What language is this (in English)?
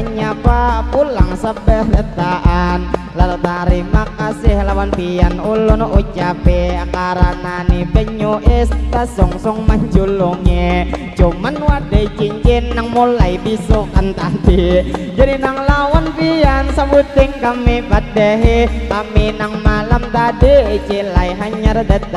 Banjar